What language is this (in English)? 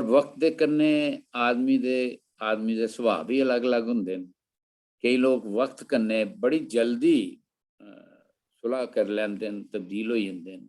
Dogri